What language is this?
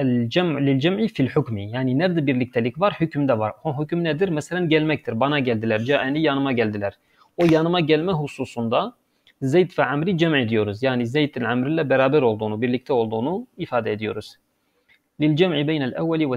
Turkish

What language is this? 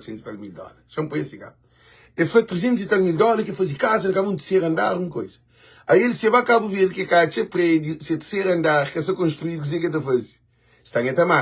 Kabuverdianu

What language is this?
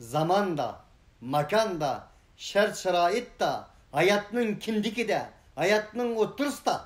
Uyghur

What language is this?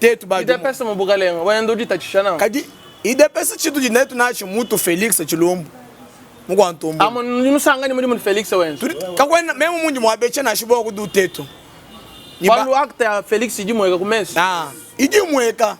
Luba-Lulua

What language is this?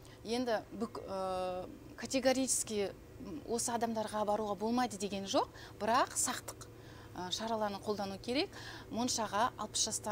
Kazakh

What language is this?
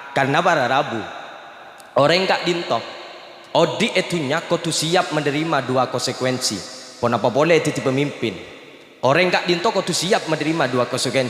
Madurese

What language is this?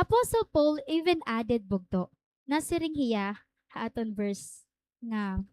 Waray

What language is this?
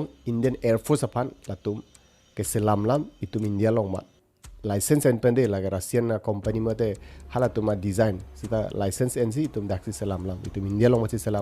Karbi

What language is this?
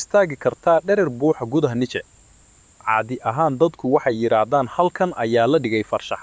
Somali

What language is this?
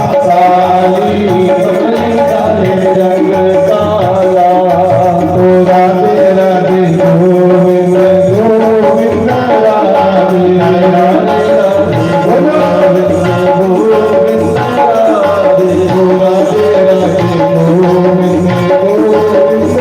Dogri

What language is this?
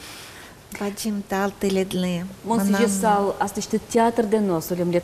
Udmurt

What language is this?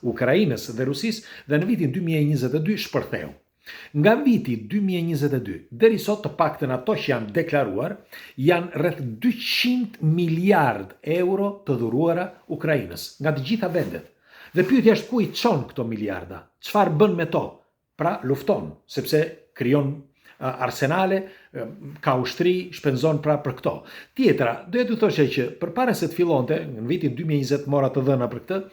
Albanian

